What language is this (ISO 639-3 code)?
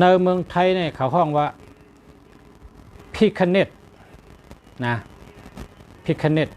shn